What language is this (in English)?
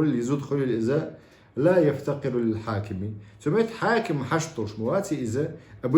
Chechen